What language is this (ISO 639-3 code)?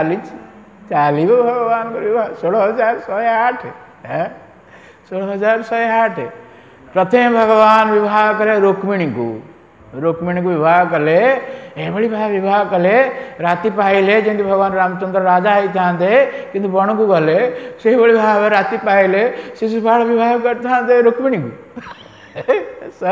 ori